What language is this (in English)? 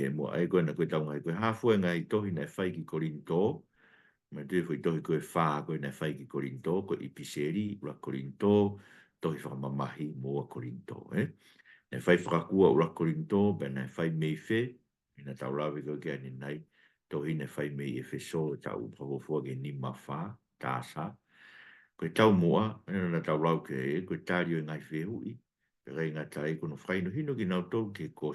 Tongan